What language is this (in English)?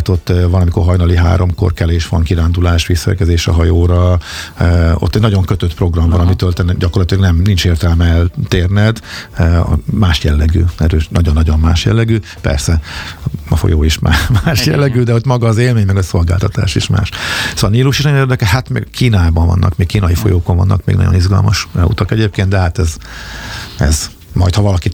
Hungarian